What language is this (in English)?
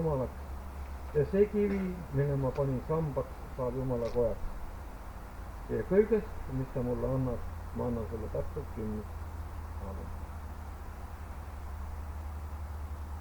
Estonian